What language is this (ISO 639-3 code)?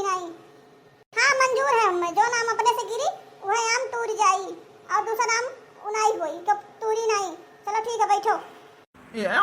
awa